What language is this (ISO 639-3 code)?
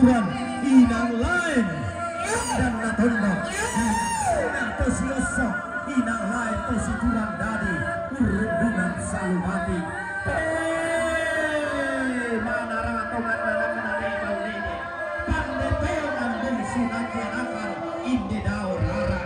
sda